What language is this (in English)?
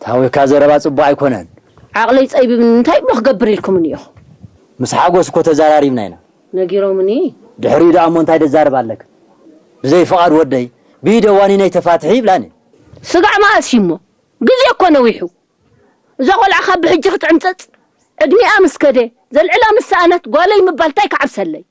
Tigrinya